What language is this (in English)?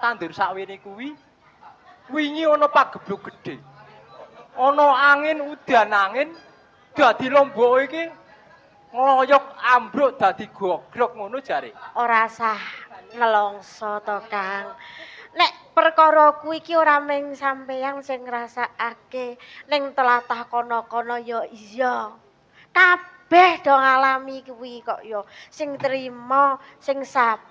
Javanese